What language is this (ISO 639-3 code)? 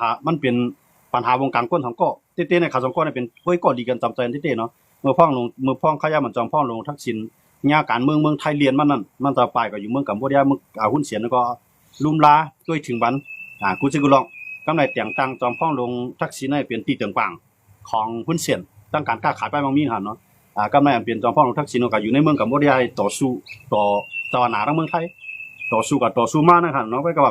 shn